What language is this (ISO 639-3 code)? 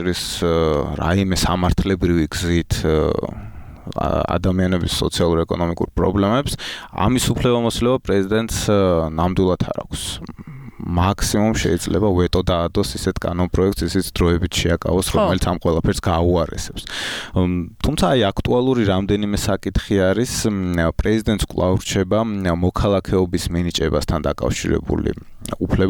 kat